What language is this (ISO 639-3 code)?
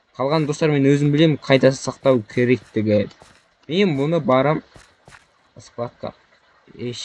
kaz